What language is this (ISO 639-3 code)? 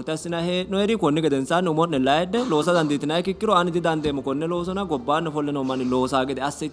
sid